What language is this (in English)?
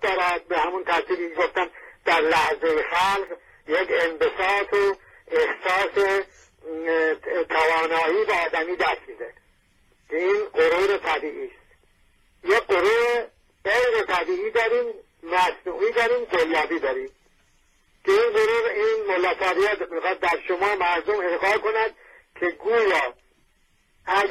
Persian